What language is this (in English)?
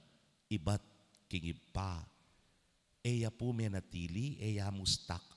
Pampanga